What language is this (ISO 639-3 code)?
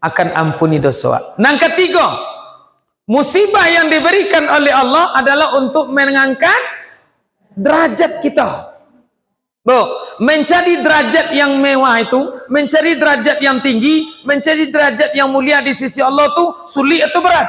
min